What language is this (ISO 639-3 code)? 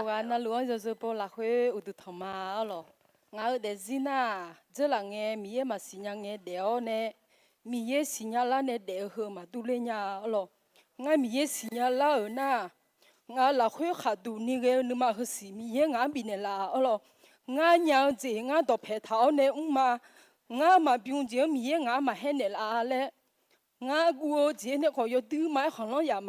ahk